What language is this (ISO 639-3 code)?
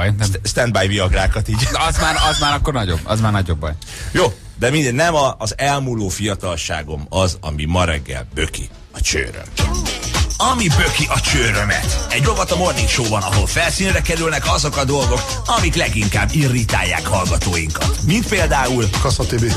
hun